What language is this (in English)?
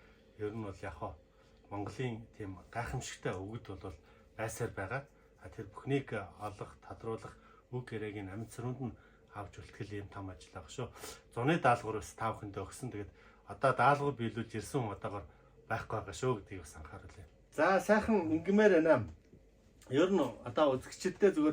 Mongolian